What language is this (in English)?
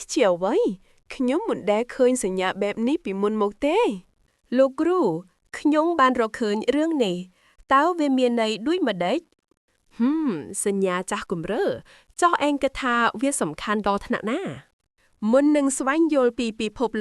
Khmer